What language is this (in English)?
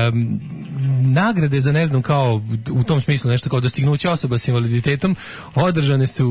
Serbian